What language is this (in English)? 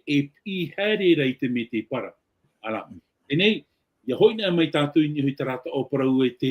Tahitian